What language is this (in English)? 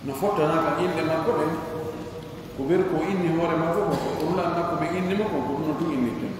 Pular